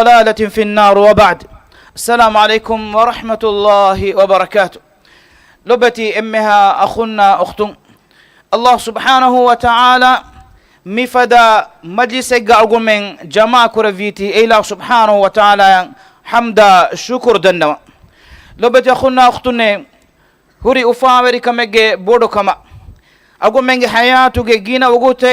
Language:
Divehi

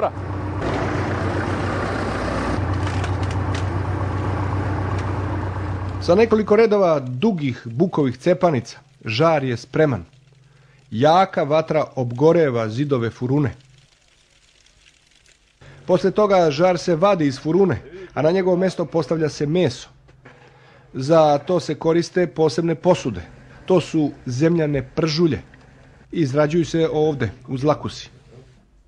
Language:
Serbian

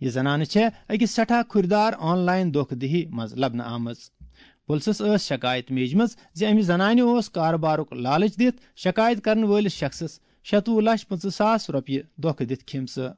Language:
Kashmiri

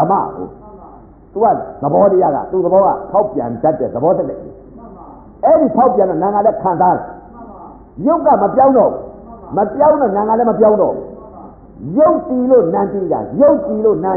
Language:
Burmese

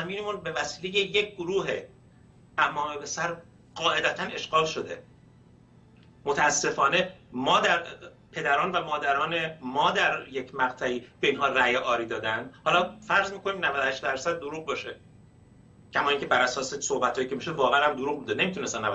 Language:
Persian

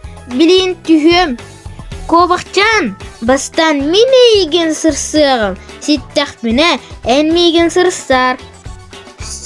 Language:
Yakut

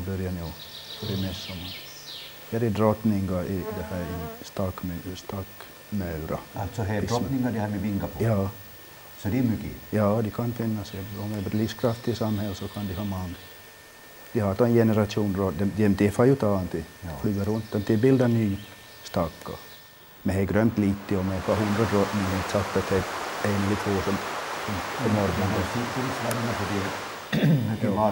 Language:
Swedish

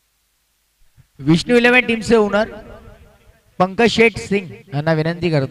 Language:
Marathi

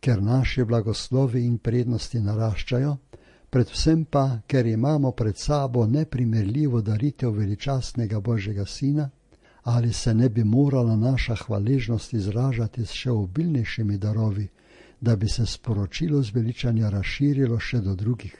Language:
Slovenian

